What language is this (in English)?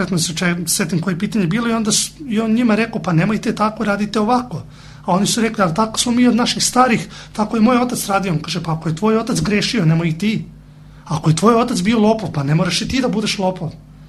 Serbian